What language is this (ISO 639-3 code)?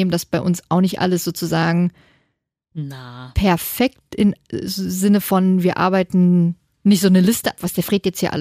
deu